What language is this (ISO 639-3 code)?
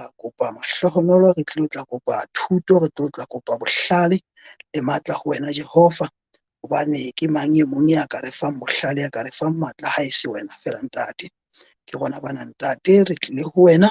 sot